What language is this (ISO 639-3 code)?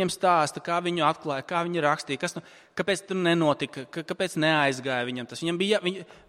lav